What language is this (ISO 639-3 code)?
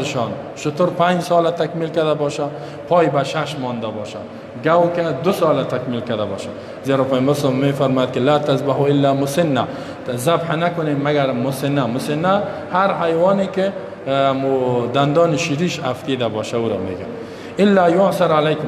fas